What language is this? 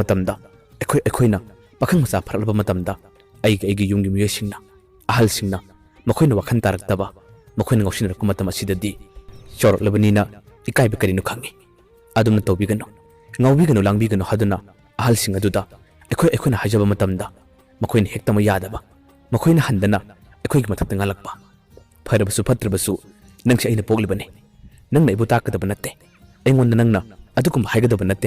Manipuri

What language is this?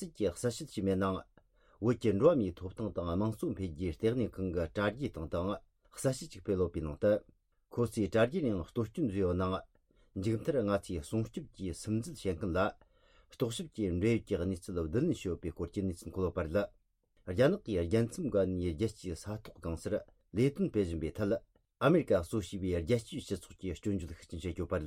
Tibetan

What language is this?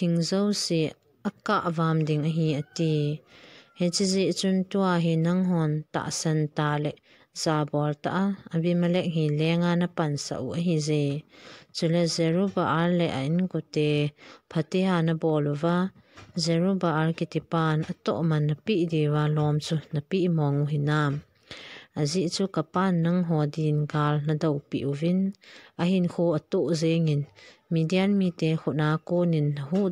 Thado Chin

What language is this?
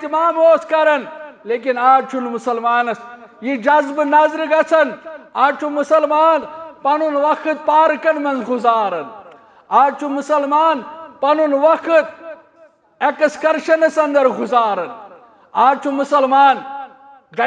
Kashmiri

